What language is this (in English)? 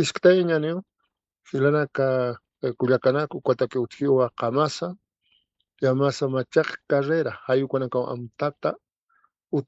Aymara